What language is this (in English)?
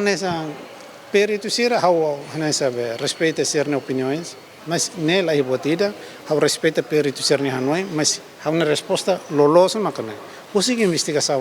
Tetum